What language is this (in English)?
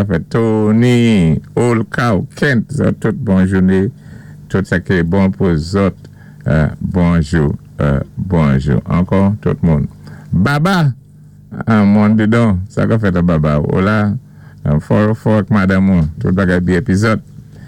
Saint Lucian Creole French